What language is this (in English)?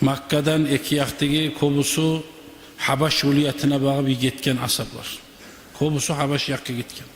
Kumyk